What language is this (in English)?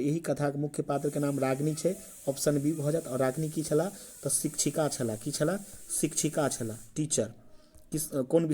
Maithili